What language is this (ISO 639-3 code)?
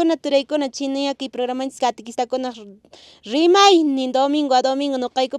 que